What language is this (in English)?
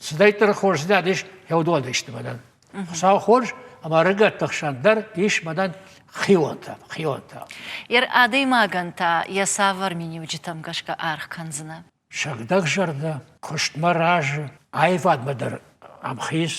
Ossetic